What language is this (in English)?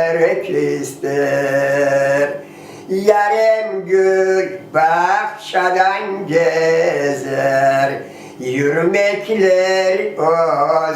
Crimean Tatar